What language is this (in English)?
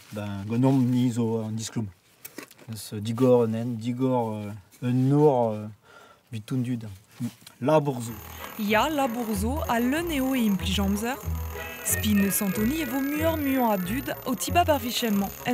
Breton